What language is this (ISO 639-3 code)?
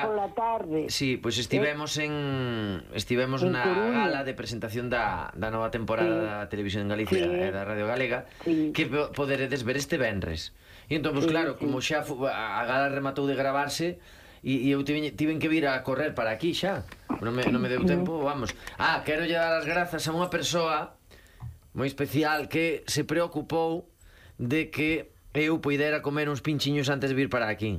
glg